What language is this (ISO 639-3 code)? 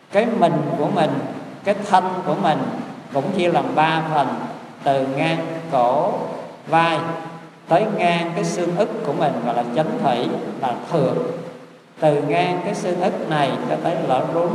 vie